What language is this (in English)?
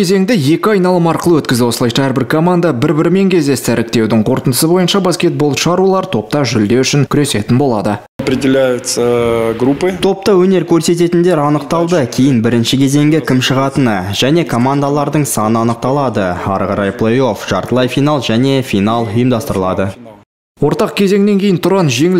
Kazakh